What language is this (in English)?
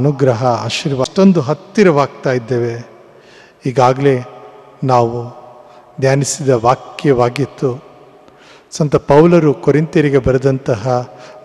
Kannada